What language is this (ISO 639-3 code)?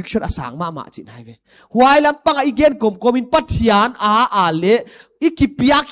pck